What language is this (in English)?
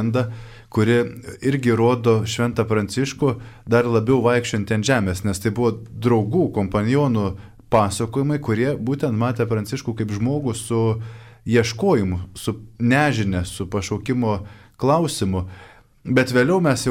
Lithuanian